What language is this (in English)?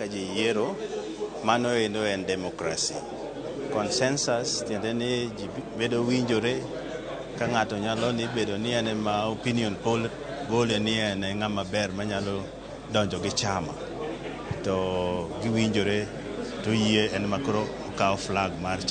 Luo (Kenya and Tanzania)